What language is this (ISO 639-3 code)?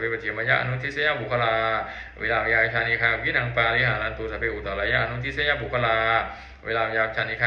pli